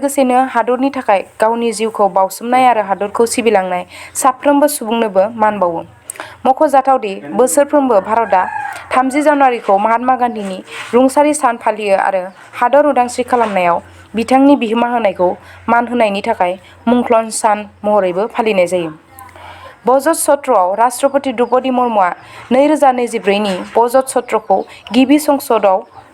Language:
Bodo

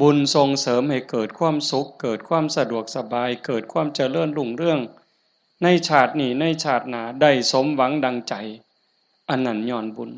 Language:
Northeastern Thai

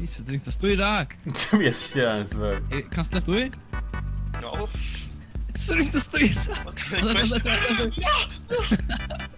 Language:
Faroese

